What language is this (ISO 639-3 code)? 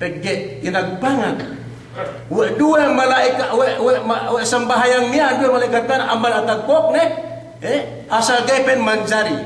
yka